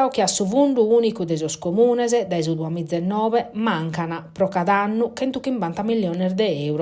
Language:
Sardinian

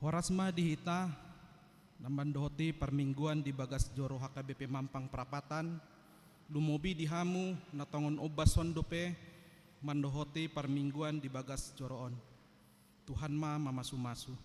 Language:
Batak Toba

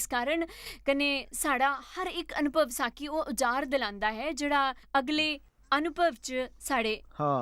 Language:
Dogri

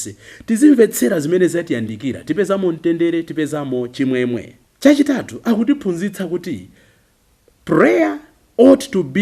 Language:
Nyanja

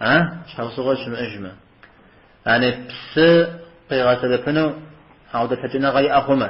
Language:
Kabardian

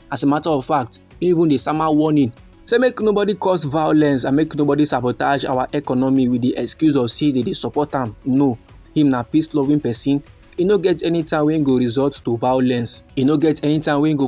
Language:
Nigerian Pidgin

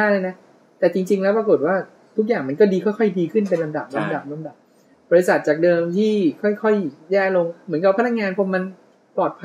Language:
Thai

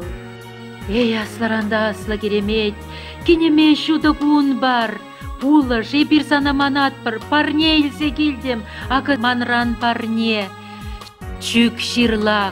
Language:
Chuvash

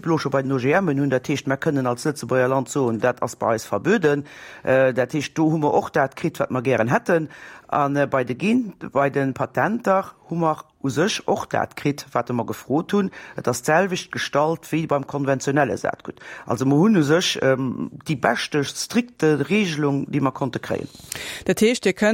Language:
Luxembourgish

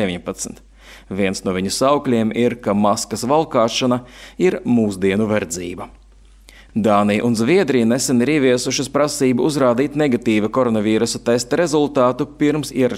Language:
Latvian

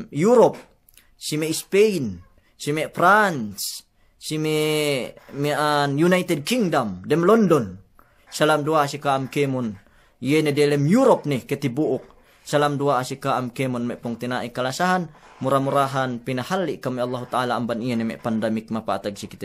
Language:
Yakan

